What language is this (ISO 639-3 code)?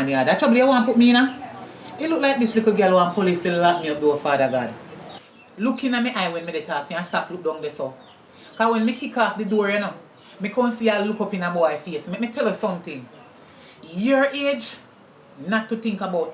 jam